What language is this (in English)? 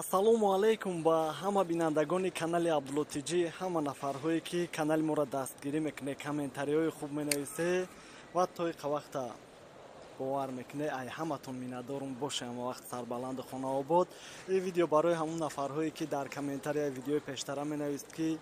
Tajik